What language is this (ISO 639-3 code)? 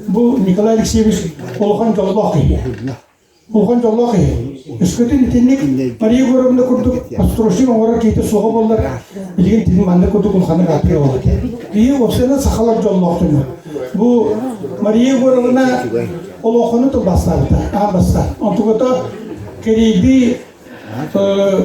sah